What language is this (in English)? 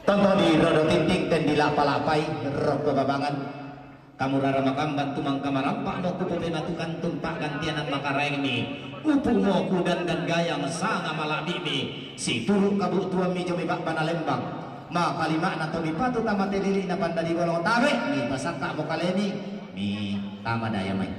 Toraja-Sa'dan